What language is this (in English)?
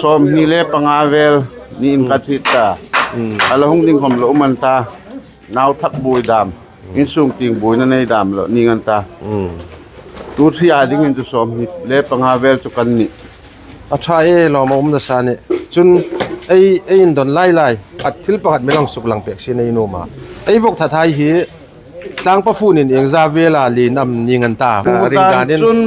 Hmar